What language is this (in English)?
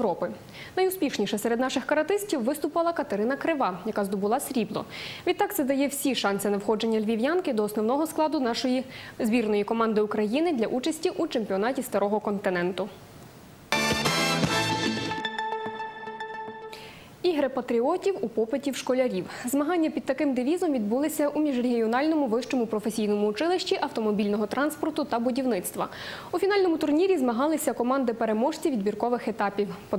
Ukrainian